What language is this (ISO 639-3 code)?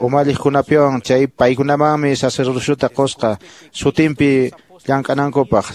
que